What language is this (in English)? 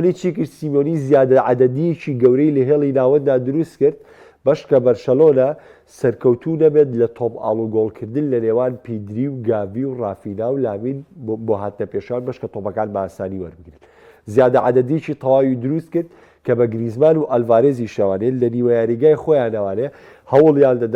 Central Kurdish